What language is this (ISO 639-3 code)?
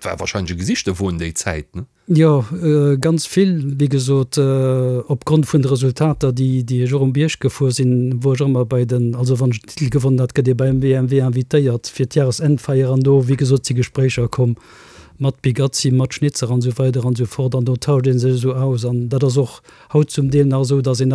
ltz